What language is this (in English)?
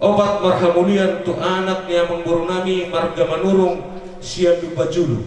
Batak Toba